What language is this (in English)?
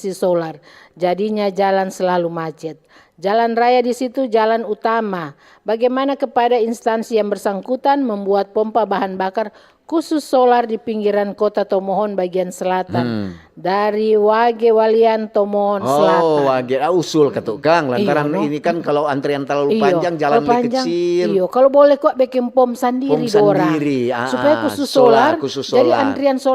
Manado Malay